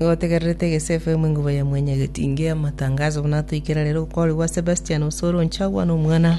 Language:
Gusii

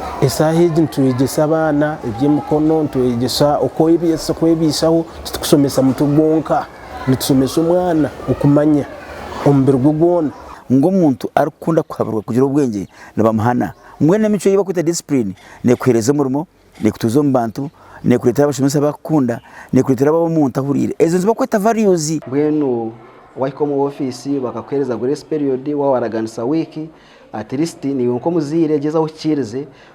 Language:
Nyankole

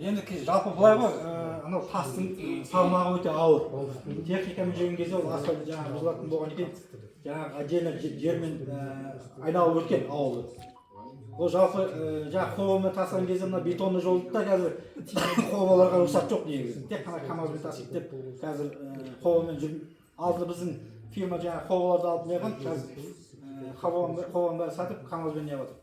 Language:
Kazakh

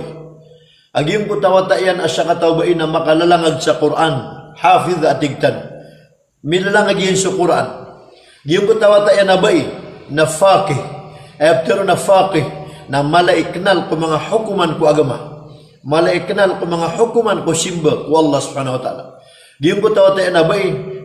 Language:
Maranao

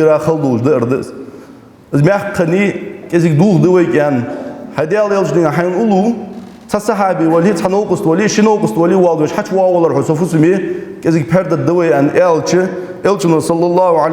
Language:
Ingush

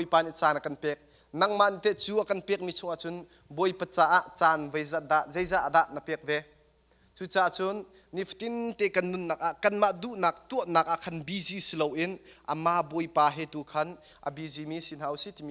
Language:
Hakha Chin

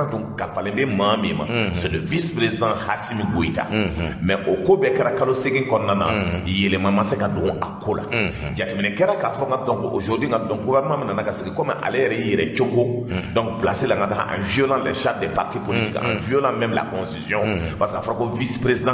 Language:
Bambara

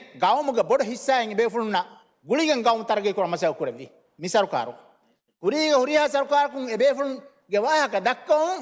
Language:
Divehi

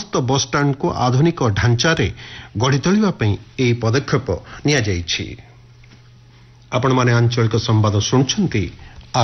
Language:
Odia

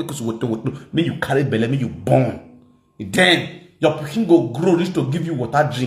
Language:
Nigerian Pidgin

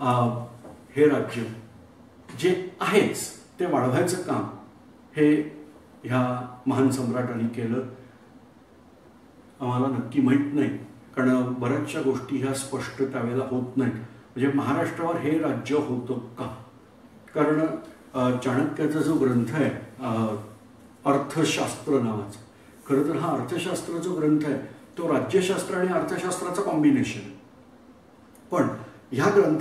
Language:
Marathi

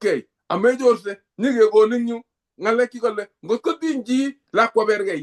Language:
Kalenjin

